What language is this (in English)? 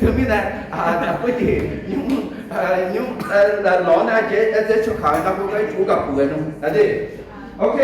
Akha